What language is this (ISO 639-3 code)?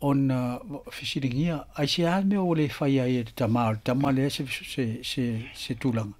smo